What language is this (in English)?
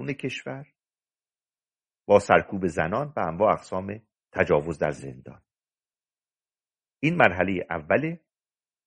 Persian